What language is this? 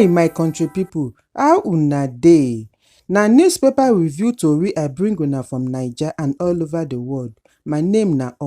Nigerian Pidgin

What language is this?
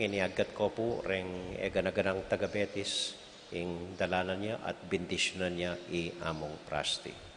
Pampanga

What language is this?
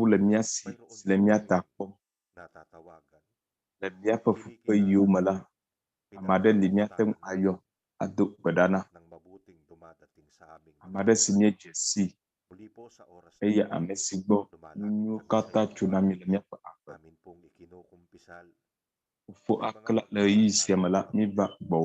Ewe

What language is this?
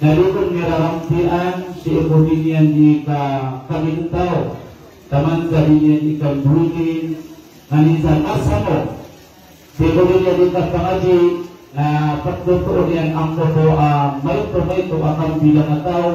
Maranao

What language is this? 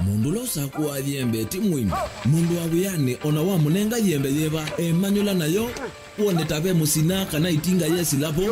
Kamba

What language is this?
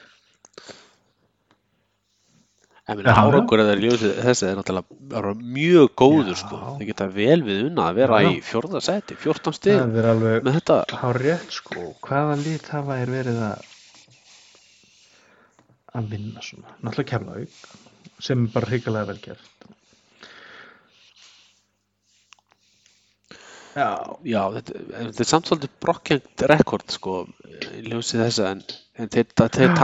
Icelandic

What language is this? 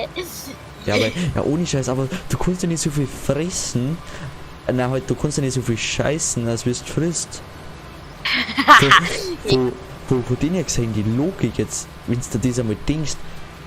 Bavarian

